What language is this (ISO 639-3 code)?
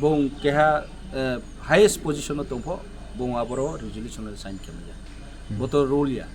trp